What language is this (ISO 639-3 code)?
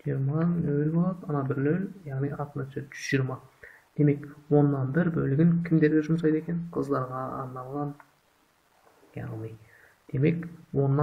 kaz